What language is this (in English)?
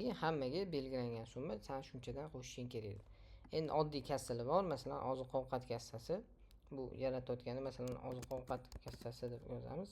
Uzbek